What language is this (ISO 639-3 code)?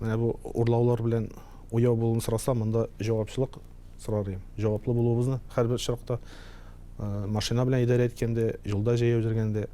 tat